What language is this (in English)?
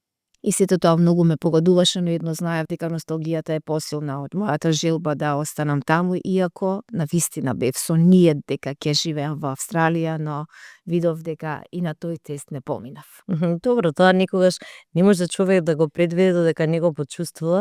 Macedonian